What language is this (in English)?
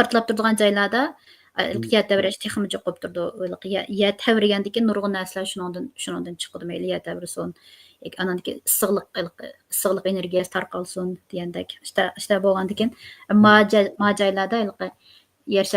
Uyghur